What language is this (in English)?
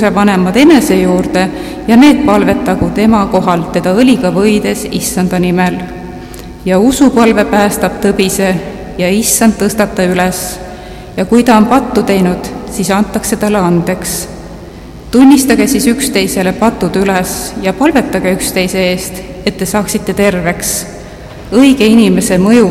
Estonian